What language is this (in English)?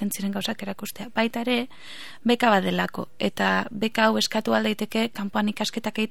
Basque